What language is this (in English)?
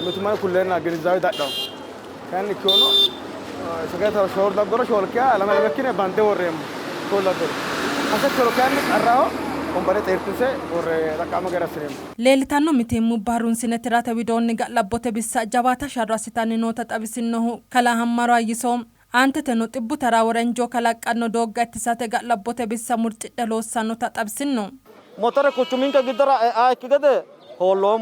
Sidamo